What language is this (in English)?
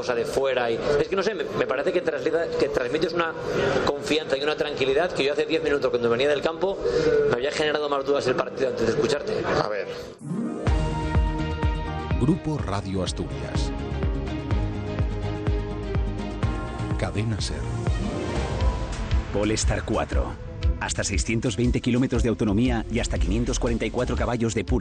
Spanish